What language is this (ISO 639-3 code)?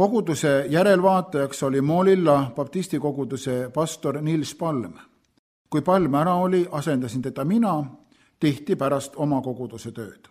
est